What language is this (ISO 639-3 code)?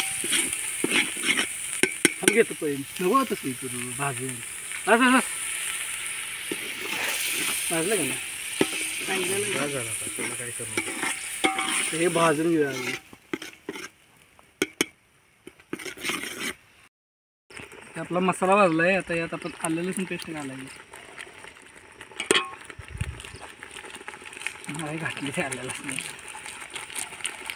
mar